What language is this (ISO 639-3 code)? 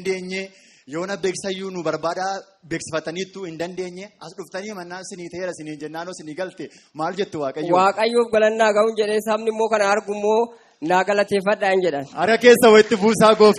orm